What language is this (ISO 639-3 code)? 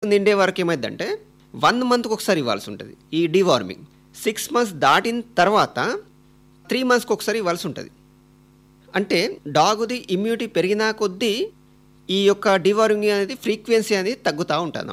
tel